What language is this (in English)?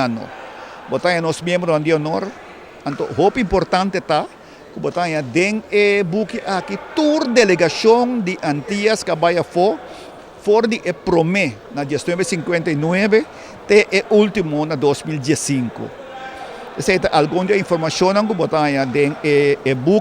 Papiamento